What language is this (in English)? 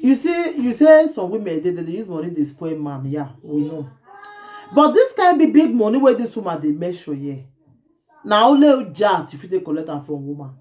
Nigerian Pidgin